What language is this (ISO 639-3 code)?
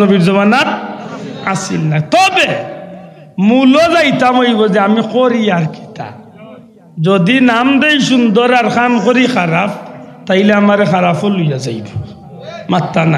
syl